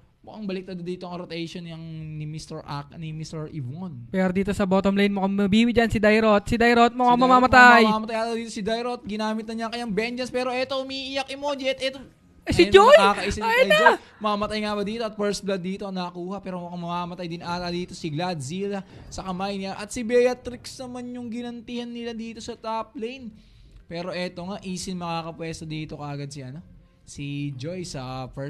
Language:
Filipino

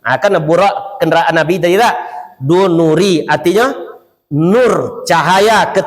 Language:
Minangkabau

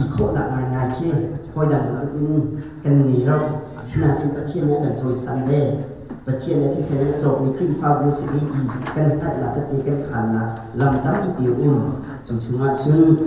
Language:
Hakha Chin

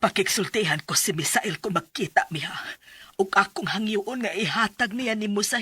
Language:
Cebuano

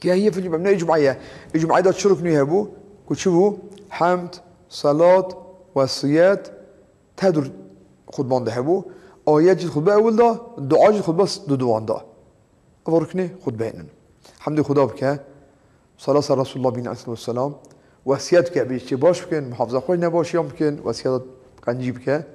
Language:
Kurdish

